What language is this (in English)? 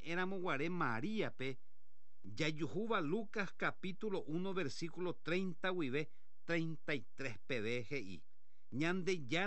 Guarani